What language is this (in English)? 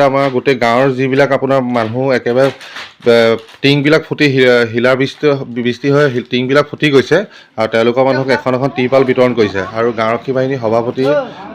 Assamese